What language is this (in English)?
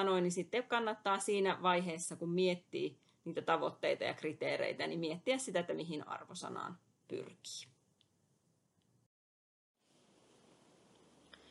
Finnish